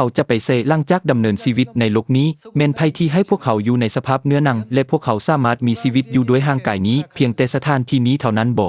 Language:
Lao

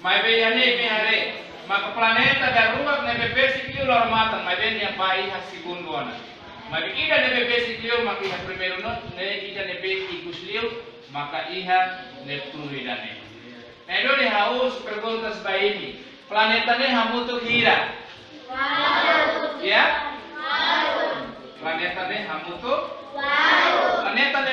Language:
Tetum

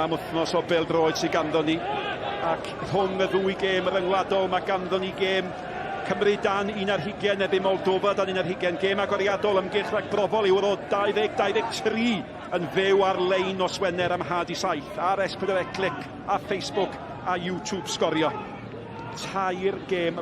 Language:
Welsh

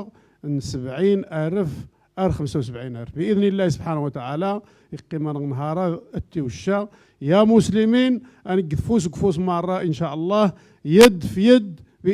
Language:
Moroccan Arabic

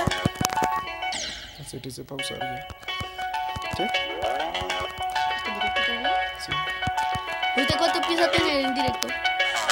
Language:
Spanish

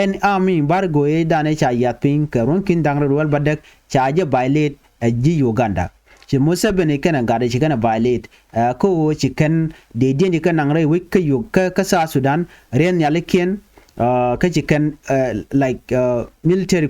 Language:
Nuer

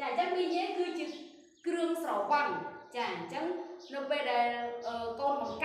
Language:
Khmer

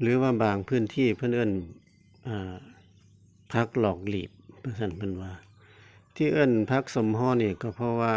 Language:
Northeastern Thai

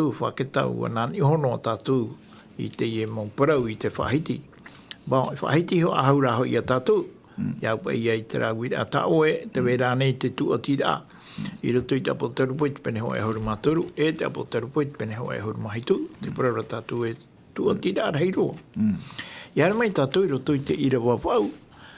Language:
Tahitian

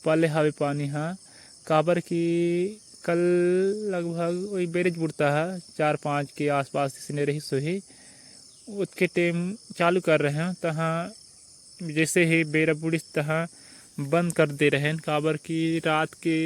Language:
Chhattisgarhi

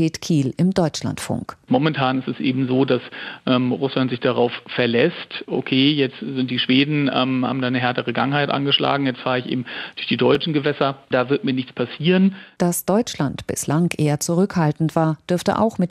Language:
German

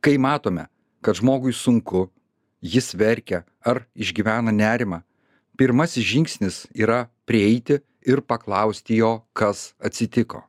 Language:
Lithuanian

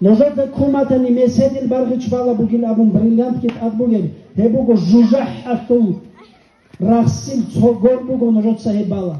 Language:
Avaric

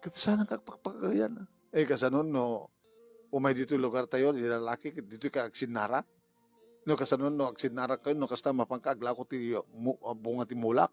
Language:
Iloko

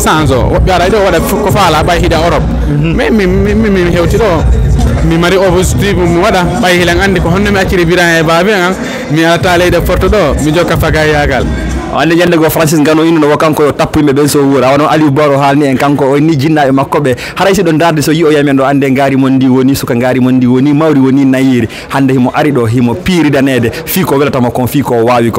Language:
Fula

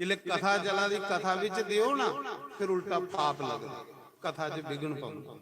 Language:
Dogri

